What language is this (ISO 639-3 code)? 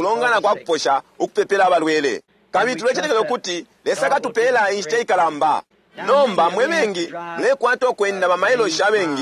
bem